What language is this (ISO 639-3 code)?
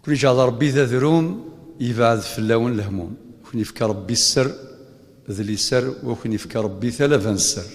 kab